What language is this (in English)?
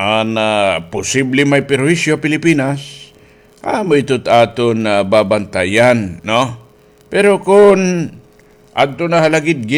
Waray